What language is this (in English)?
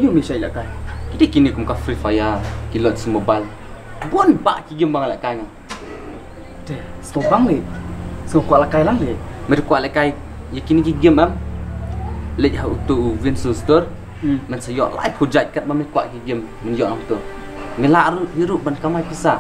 Khasi